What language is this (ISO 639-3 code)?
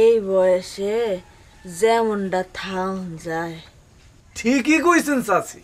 syl